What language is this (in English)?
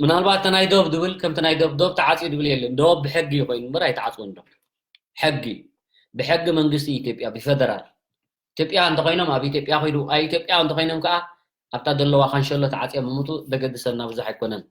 Tigrinya